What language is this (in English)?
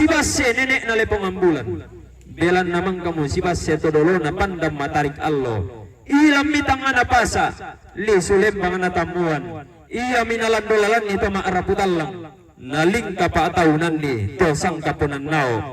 Toraja-Sa'dan